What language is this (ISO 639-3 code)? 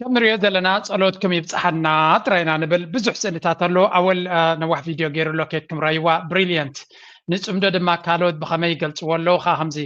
tir